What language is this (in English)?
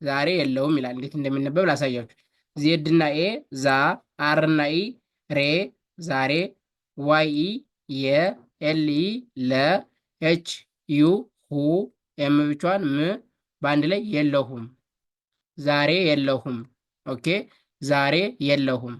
Amharic